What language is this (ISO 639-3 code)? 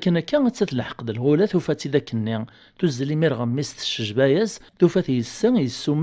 kab